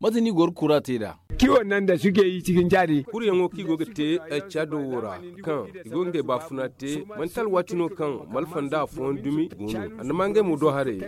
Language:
Zarma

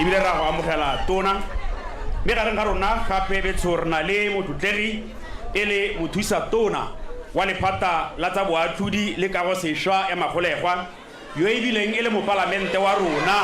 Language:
Tswana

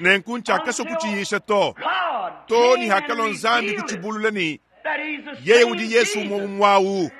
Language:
Luba-Lulua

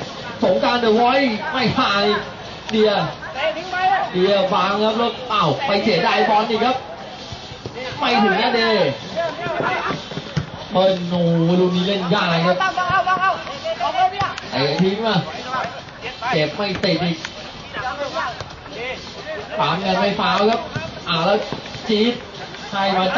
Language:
Thai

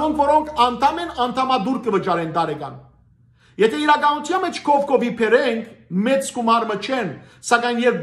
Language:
Western Armenian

